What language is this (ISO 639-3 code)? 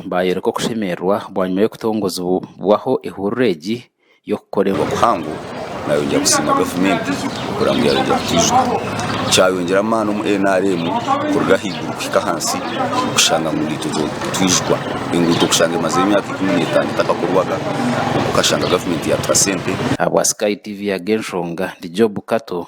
nyn